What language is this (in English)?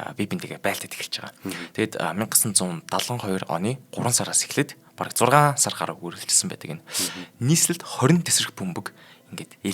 Mongolian